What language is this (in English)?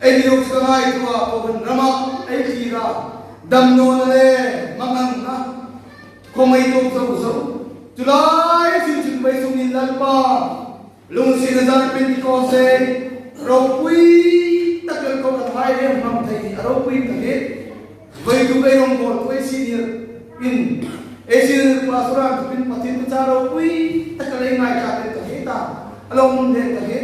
Hmar